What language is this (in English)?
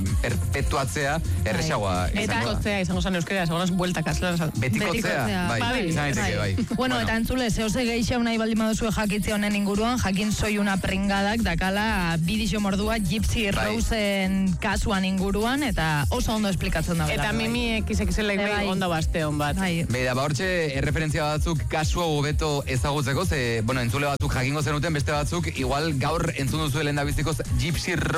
Basque